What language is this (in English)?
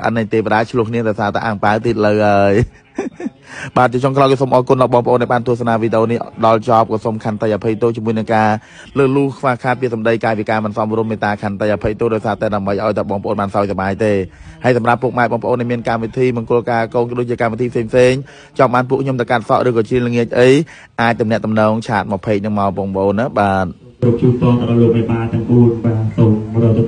Khmer